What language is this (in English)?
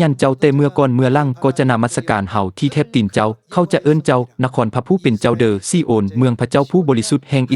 Lao